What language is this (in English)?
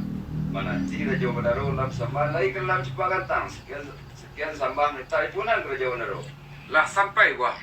Minangkabau